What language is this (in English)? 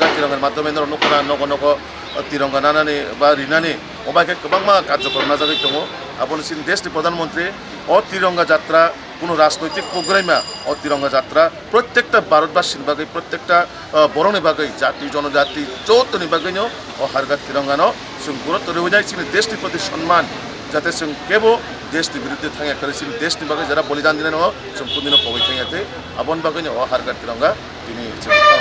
Kok Borok